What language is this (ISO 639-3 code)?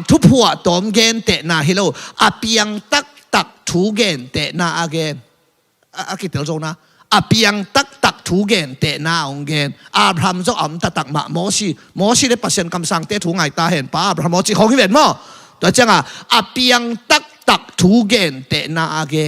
ctd